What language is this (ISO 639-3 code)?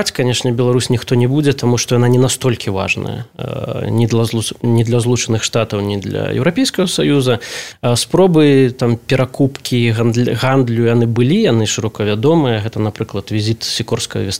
bel